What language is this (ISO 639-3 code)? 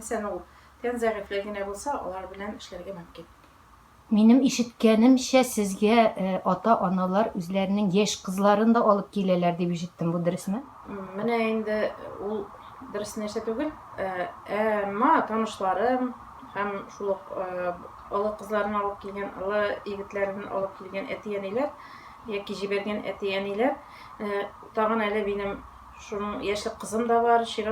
tat